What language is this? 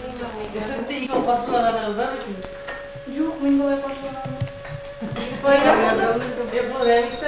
Bashkir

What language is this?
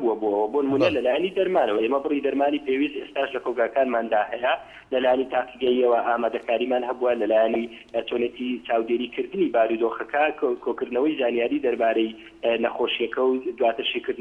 Central Kurdish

